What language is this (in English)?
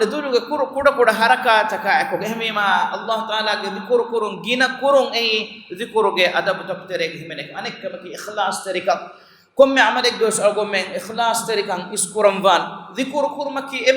Divehi